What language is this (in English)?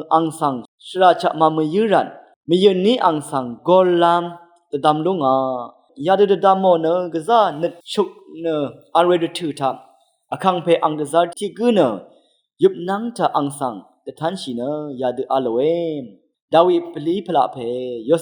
Rawang